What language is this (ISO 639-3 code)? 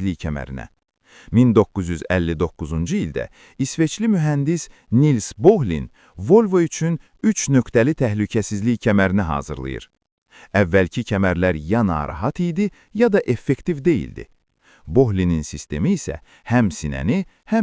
aze